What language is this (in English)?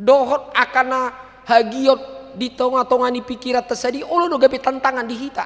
Batak Toba